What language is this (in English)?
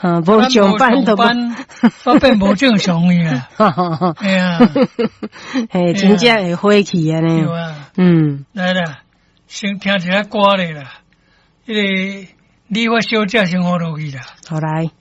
Min Nan Chinese